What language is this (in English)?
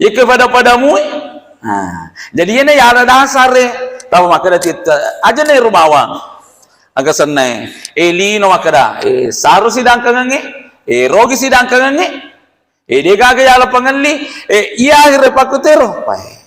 Buginese